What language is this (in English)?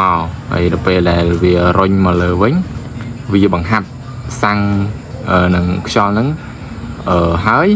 Khmer